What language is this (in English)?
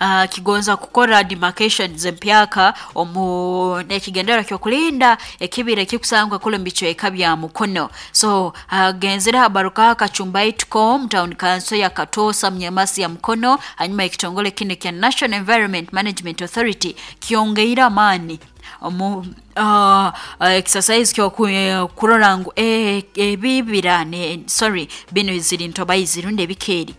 Nyoro